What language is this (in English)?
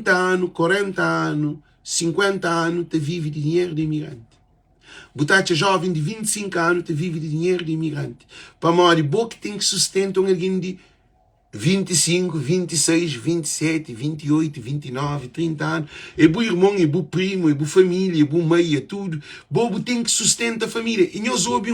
Kabuverdianu